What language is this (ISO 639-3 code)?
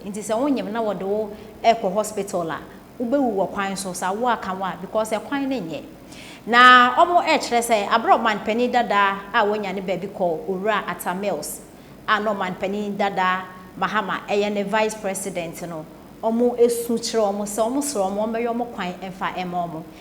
aka